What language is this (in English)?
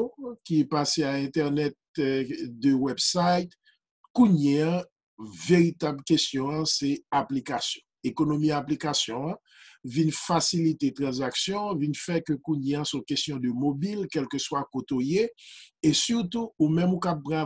Haitian Creole